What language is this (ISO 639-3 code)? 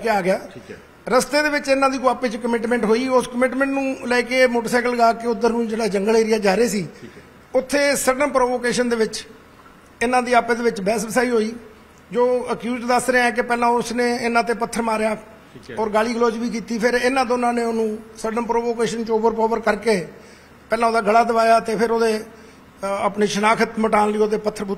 pan